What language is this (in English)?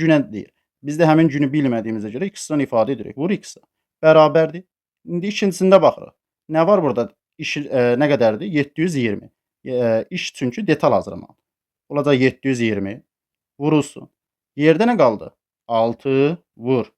Azerbaijani